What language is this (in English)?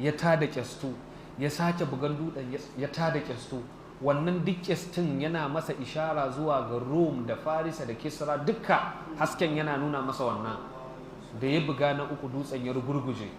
Hausa